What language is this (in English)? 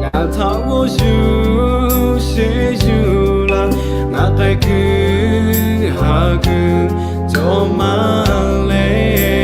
Lahu